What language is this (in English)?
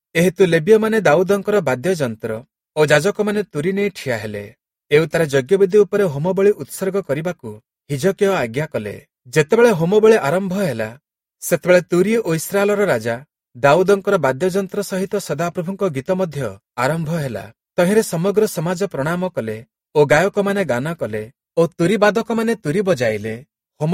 Odia